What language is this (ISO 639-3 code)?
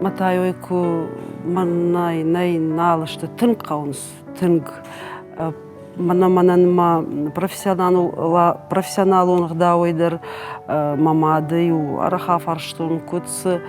oss